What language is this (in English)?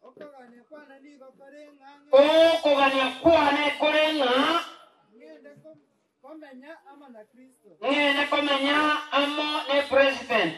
Gusii